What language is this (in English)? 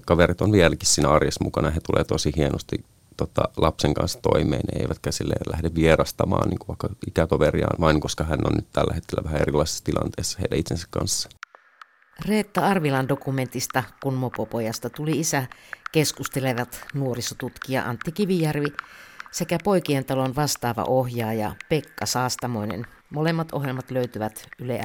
Finnish